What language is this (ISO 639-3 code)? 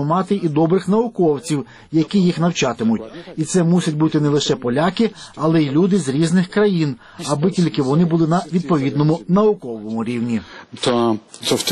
ukr